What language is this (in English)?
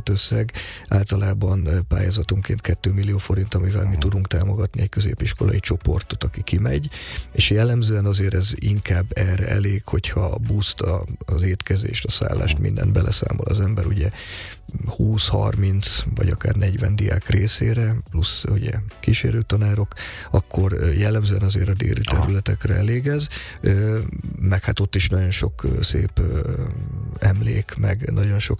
Hungarian